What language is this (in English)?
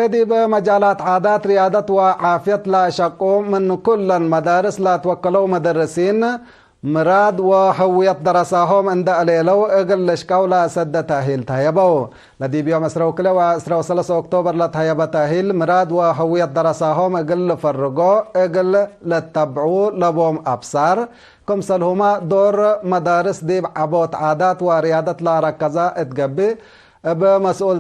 Tigre